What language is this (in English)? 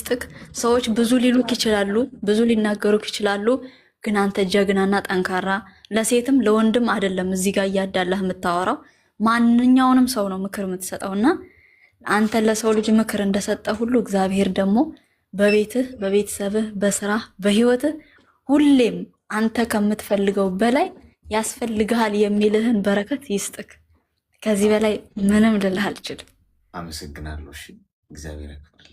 Amharic